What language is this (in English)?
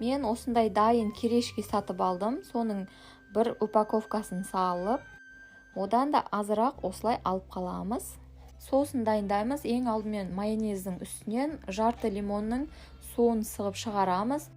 Kazakh